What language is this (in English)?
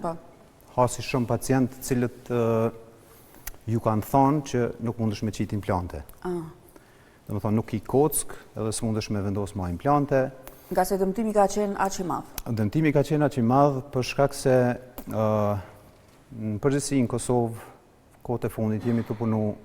Albanian